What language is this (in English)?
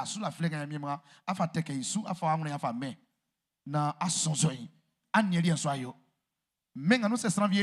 Baoulé